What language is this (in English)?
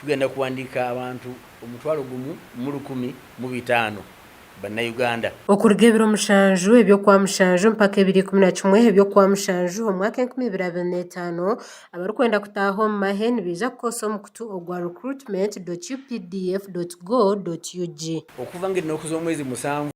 Nyankole